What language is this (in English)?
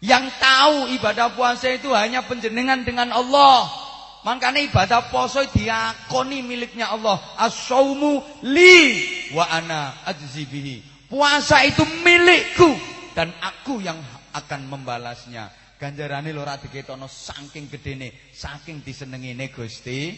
Javanese